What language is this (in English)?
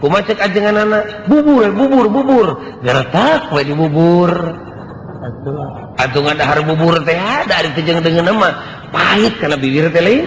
Sundanese